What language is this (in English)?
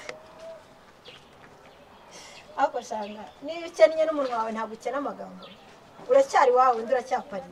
Kinyarwanda